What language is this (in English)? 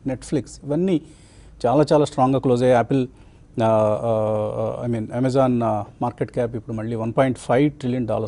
Telugu